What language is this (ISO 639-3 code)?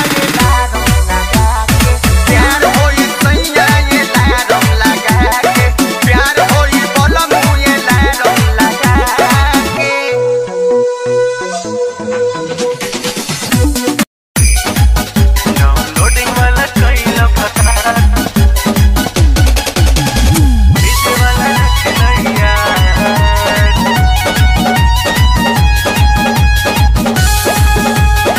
bho